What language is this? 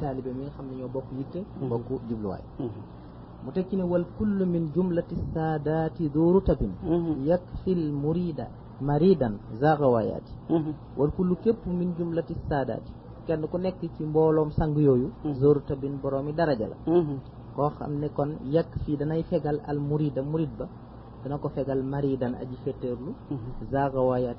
Wolof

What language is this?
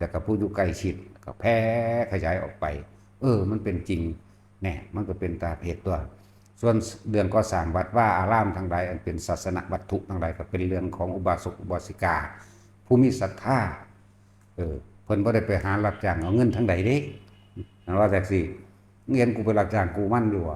Northeastern Thai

